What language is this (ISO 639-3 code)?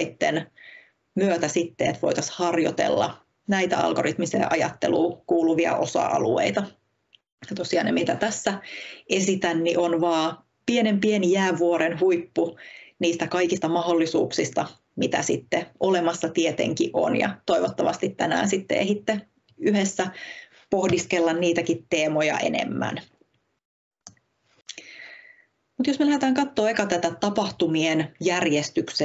fin